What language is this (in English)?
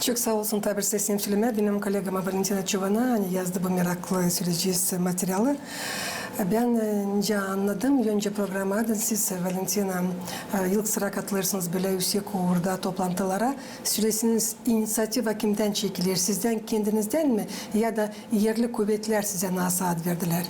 Gagauz